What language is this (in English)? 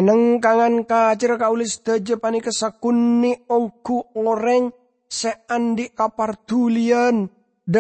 Madurese